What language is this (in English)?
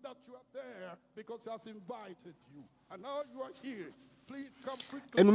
Ewe